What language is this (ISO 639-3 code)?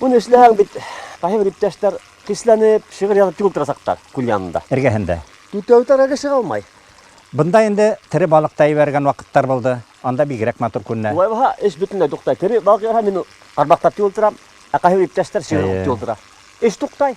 bak